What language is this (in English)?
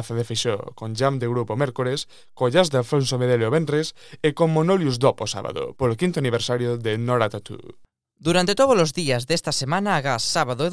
Galician